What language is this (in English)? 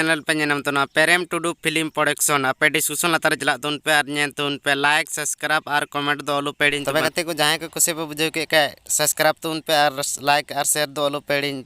Santali